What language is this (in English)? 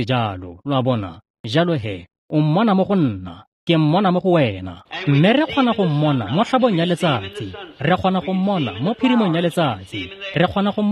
Tswana